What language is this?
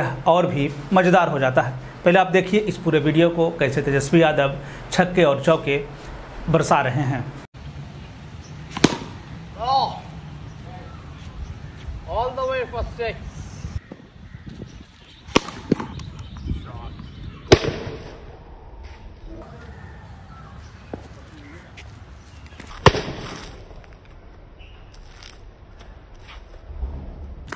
Hindi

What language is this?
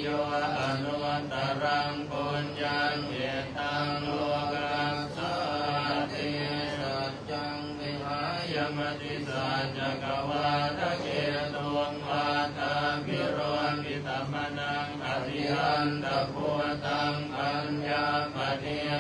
Pali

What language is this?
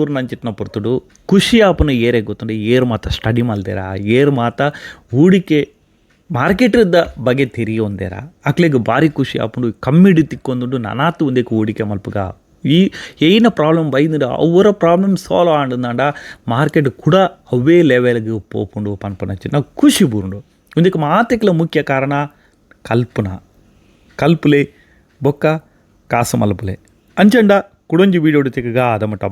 Tulu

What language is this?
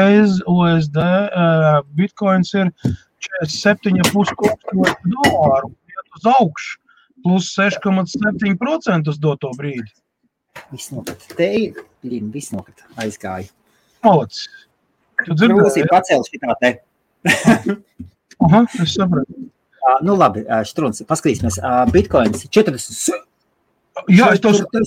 Latvian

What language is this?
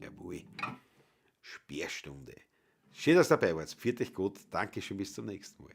Bavarian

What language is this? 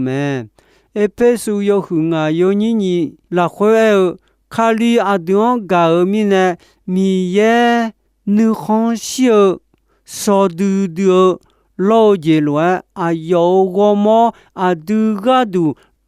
Akha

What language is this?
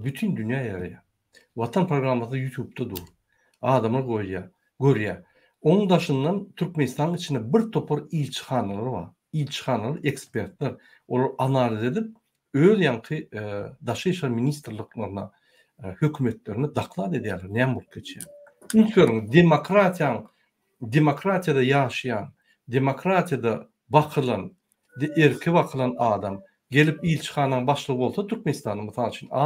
Turkmen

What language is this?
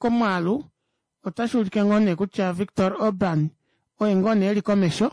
Kuanyama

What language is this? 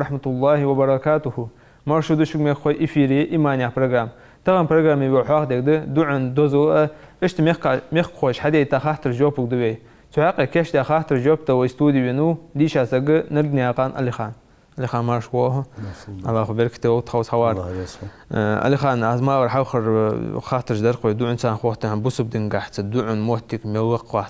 Ingush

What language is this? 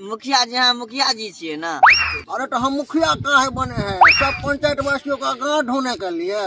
Maithili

